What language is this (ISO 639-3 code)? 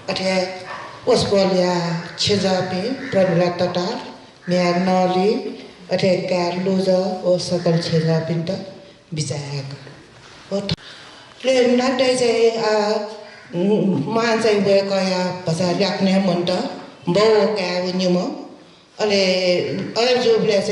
new